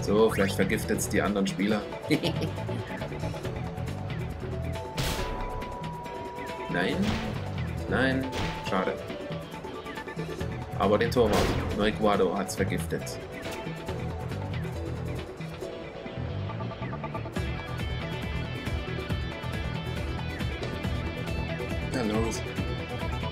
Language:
German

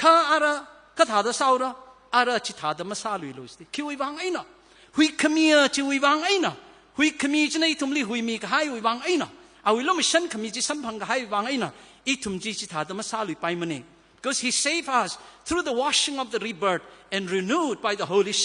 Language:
Tangkhul Naga (India)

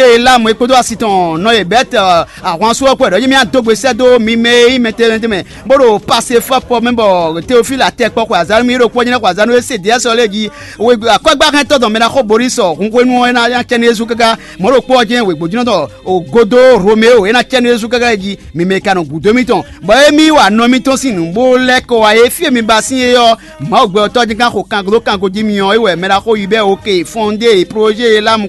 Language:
Fon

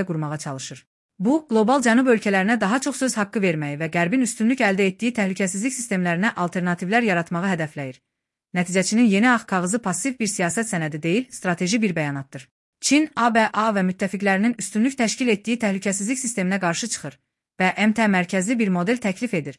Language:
Azerbaijani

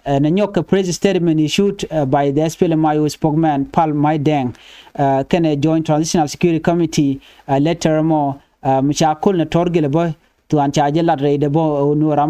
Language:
Nuer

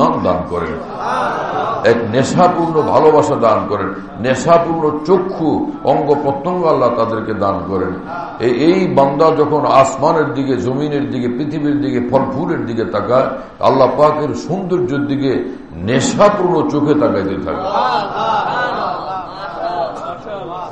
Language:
Bangla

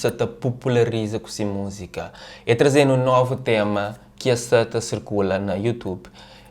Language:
Kabuverdianu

